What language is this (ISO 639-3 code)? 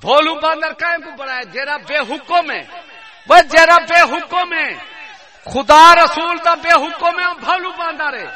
skr